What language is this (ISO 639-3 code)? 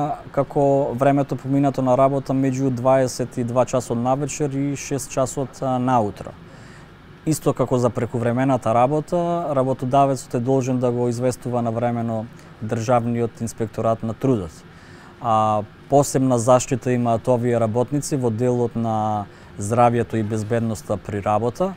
mkd